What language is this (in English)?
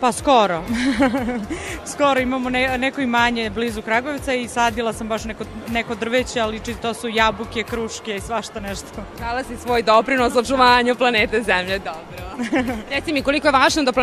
Serbian